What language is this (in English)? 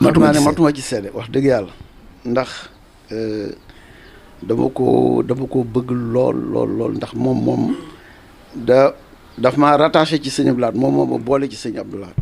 Wolof